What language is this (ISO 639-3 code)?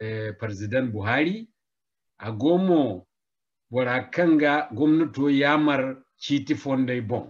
dje